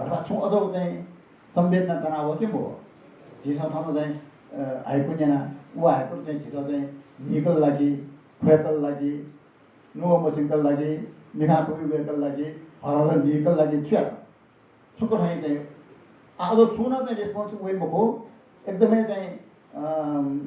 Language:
Newari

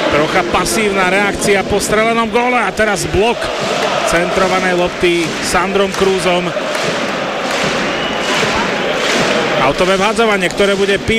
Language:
Slovak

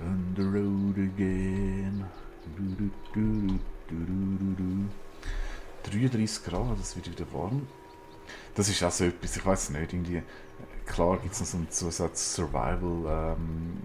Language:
Swiss German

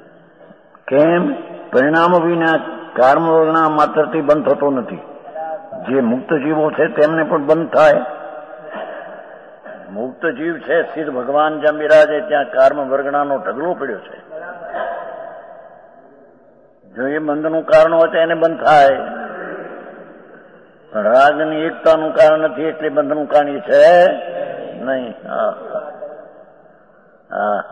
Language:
Gujarati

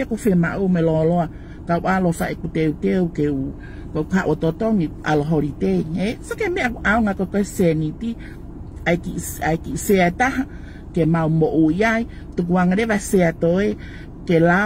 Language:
Tongan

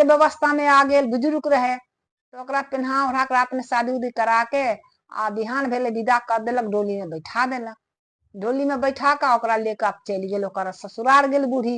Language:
Maithili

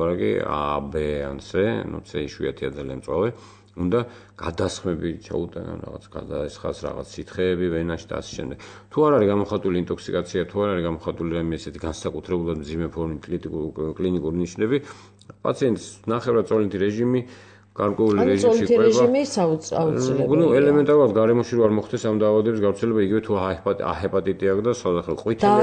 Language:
Georgian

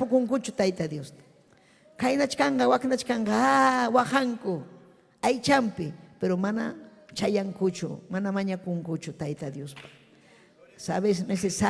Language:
Ayacucho Quechua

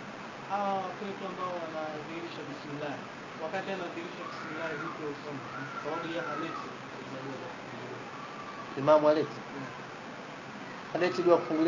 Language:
Swahili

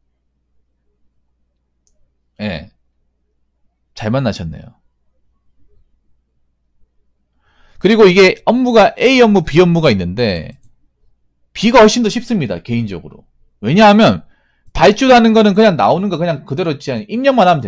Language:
Korean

